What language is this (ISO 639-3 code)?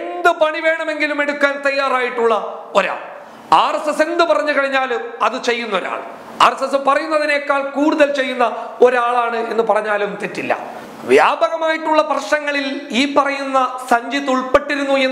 mal